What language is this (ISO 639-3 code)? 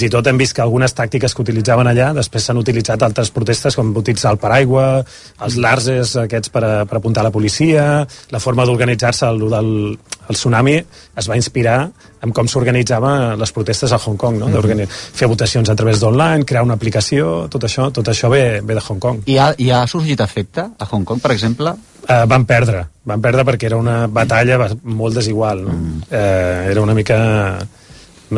cat